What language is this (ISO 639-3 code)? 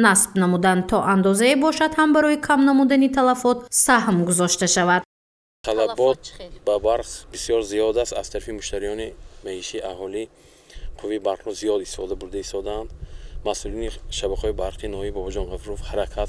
tgk